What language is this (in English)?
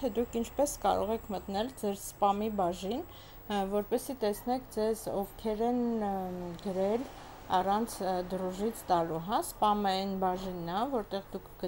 Armenian